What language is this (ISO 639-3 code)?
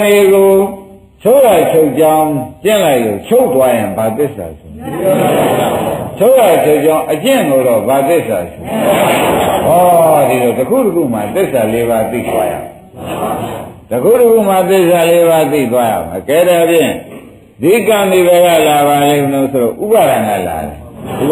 mya